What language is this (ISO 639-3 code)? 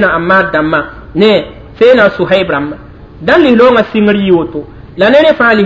mos